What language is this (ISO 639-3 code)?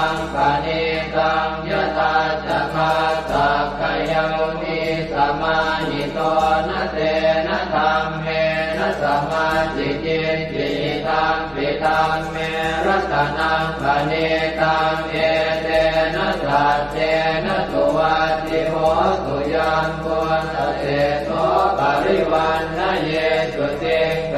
pli